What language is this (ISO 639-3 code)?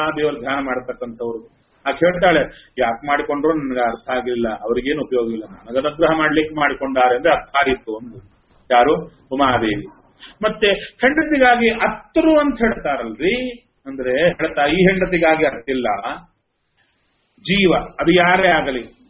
kan